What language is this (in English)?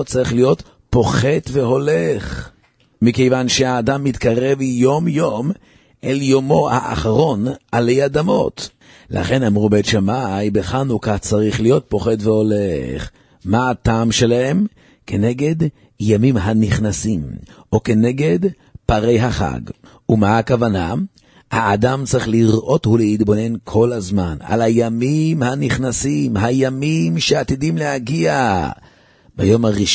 Hebrew